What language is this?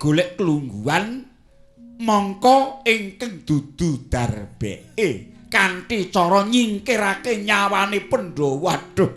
Javanese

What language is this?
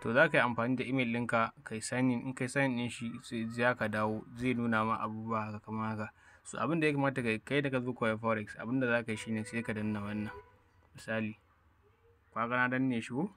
Hausa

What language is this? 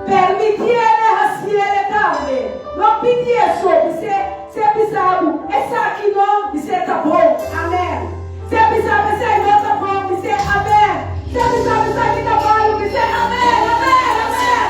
Papiamento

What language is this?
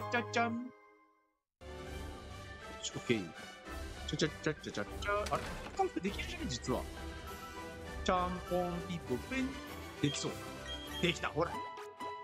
Japanese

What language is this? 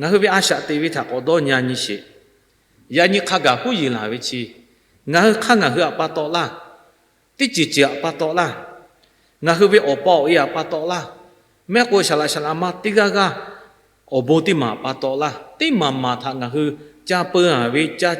Lahu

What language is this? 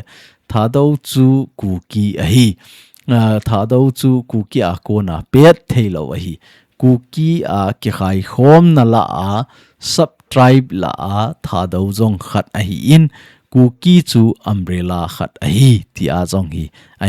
Thado Chin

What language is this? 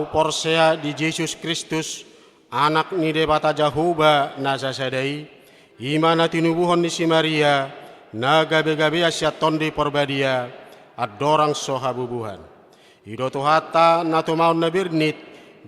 Batak Toba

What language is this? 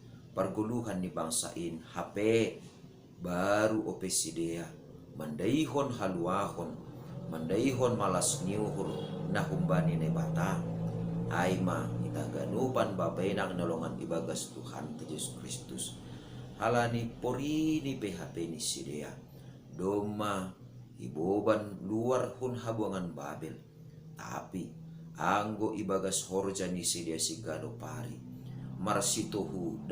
Batak Simalungun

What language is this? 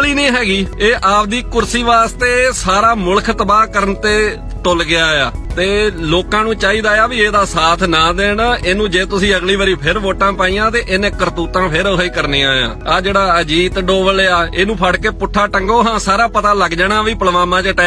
Western Panjabi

